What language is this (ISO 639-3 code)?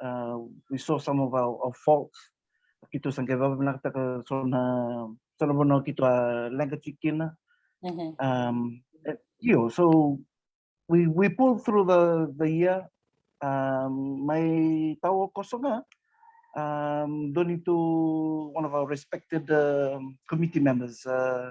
fij